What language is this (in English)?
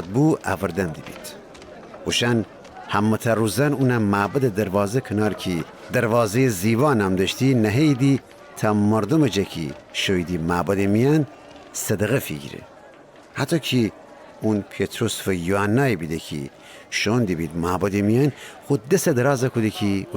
Gilaki